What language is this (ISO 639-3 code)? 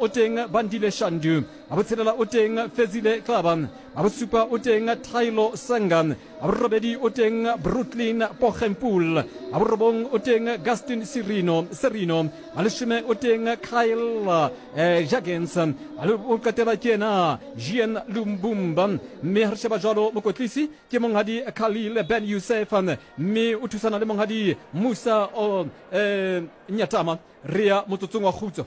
sot